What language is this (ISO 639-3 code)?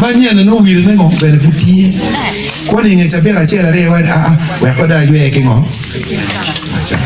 ach